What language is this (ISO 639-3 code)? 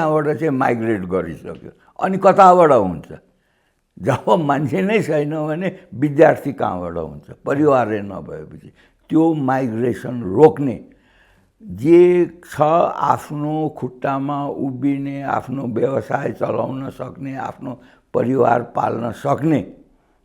nep